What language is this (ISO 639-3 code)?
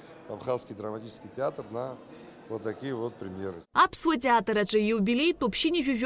abk